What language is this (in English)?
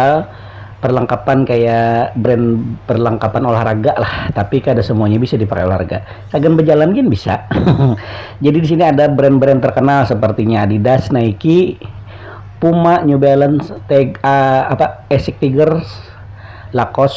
Banjar